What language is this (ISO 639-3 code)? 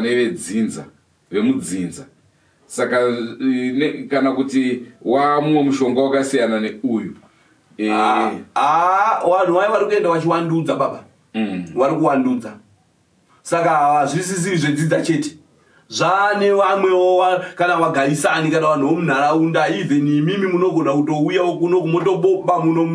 sna